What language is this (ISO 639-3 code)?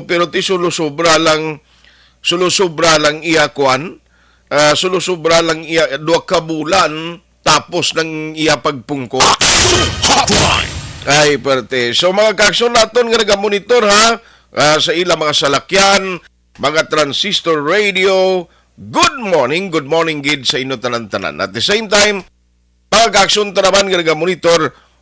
hil